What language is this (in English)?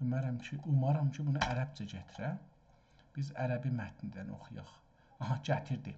South Azerbaijani